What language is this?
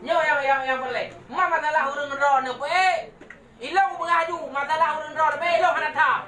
Achinese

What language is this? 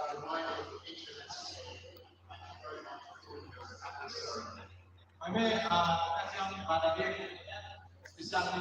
Tetum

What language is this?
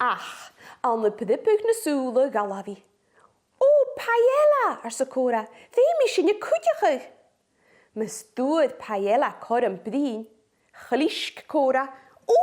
Scottish Gaelic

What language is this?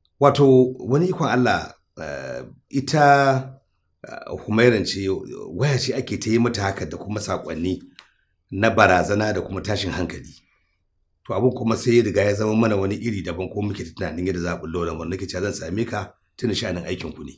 Hausa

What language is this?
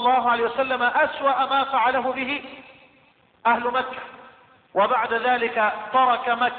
Arabic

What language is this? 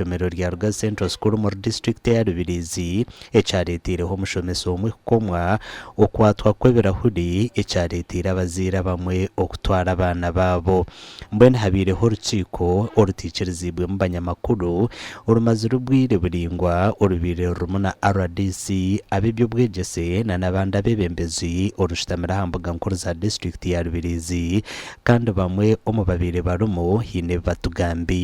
Nyankole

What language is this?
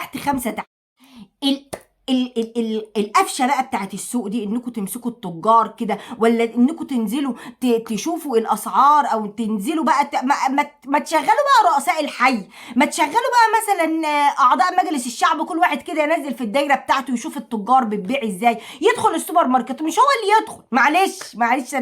Egyptian Arabic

